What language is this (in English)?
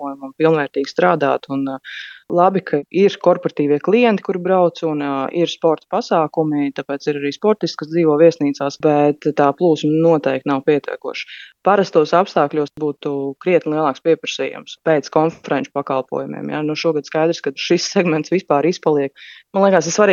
Latvian